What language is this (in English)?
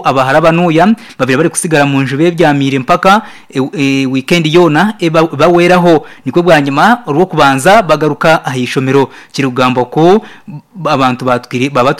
Nyankole